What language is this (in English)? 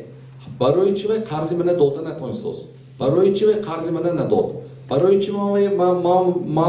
Tajik